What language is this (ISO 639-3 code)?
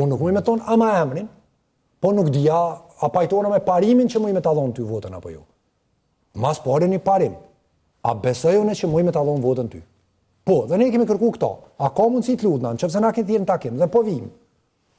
sqi